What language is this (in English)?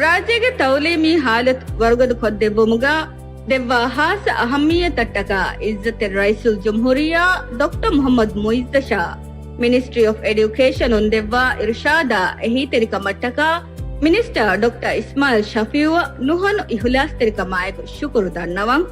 Divehi